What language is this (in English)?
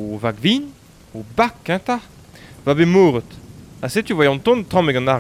Breton